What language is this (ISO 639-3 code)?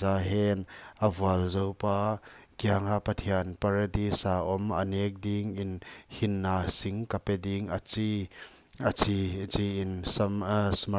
pck